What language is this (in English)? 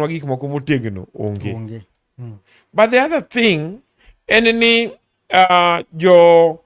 Luo (Kenya and Tanzania)